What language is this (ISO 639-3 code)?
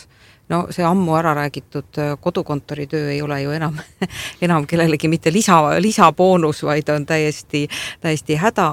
est